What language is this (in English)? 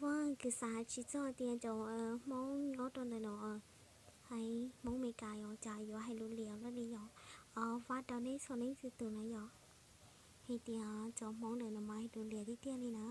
Hmong